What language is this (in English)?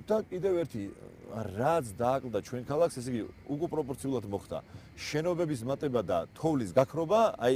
Georgian